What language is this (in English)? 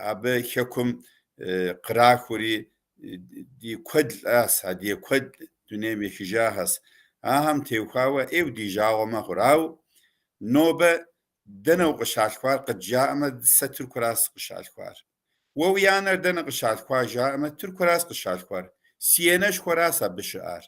Kabardian